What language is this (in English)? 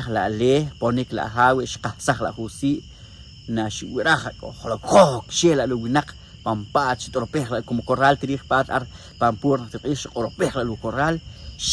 Poqomchi'